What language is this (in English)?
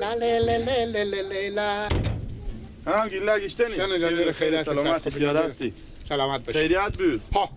Persian